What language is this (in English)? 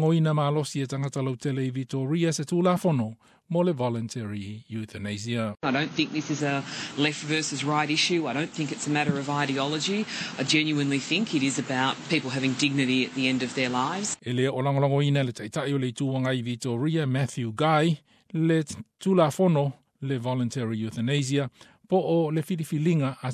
Samoan